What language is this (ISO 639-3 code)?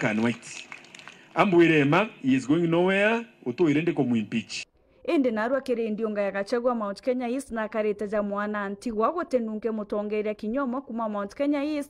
mer